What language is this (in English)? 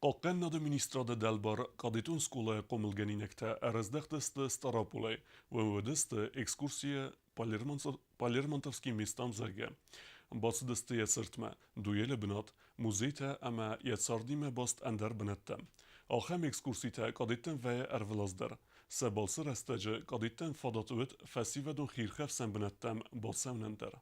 Ossetic